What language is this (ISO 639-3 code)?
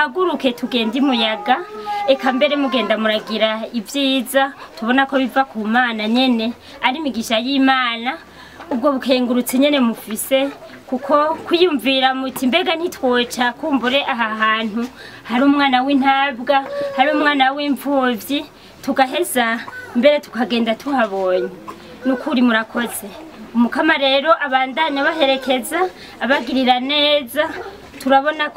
run